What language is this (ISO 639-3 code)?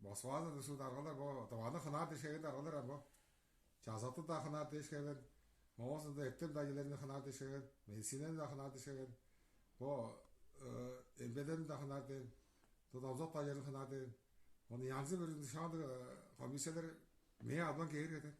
tyv